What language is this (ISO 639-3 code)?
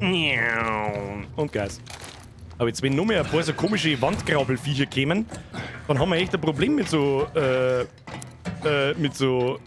bar